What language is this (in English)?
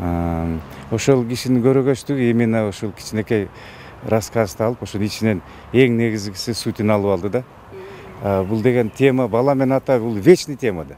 Kyrgyz